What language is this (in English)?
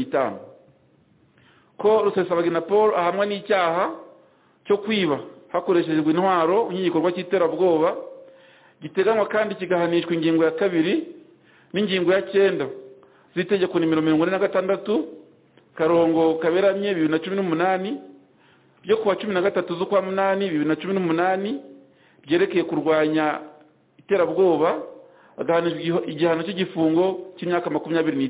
Kinyarwanda